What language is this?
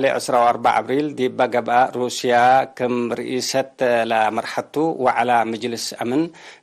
Tigre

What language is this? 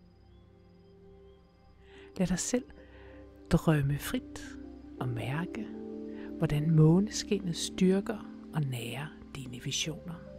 Danish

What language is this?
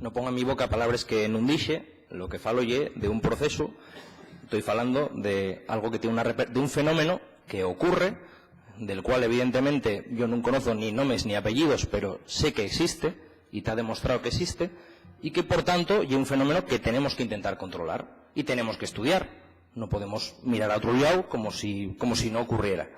Asturian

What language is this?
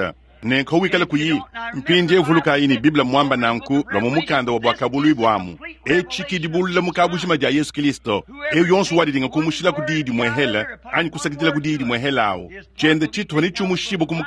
Luba-Lulua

